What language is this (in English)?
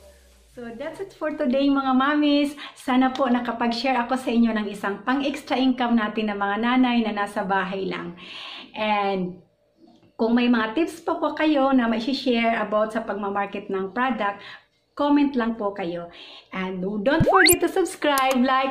Filipino